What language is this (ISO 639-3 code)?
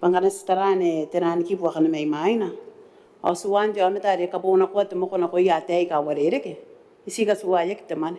gil